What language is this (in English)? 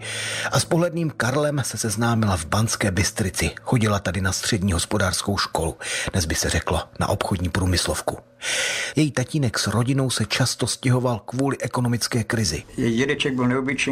Czech